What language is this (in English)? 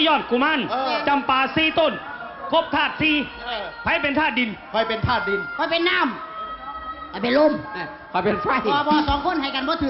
Northeastern Thai